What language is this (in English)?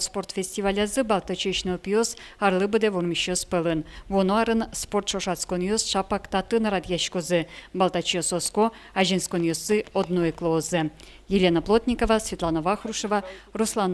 Udmurt